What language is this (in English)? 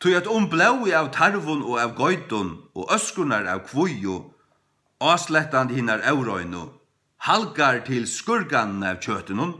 Faroese